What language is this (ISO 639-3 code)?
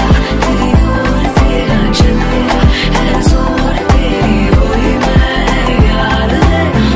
hin